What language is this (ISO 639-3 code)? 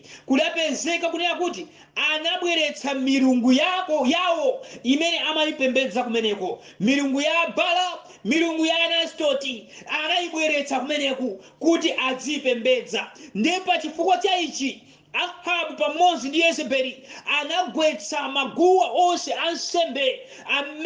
nya